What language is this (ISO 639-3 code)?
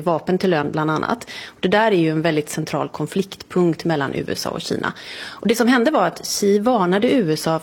swe